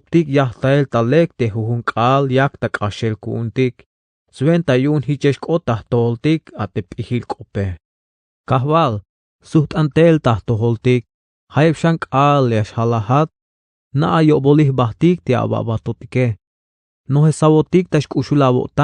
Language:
Tzeltal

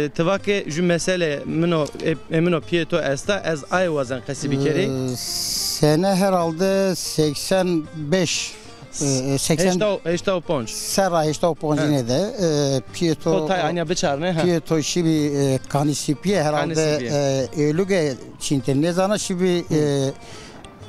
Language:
Zaza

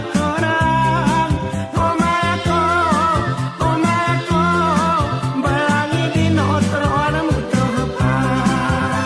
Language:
Gayo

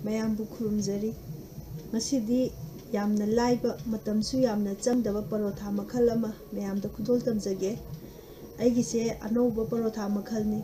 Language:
Manipuri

